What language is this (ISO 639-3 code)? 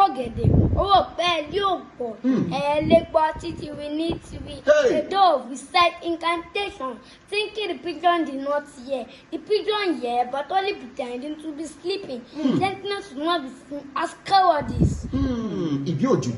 yor